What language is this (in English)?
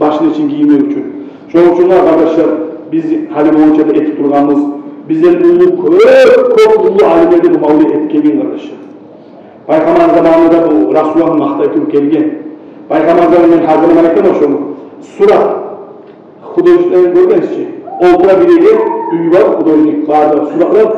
Kumyk